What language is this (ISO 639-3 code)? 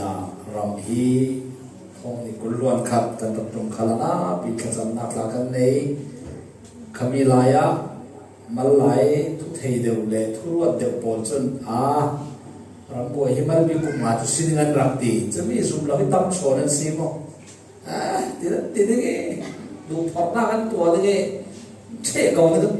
cfm